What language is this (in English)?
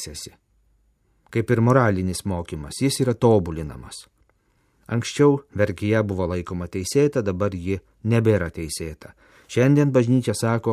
Lithuanian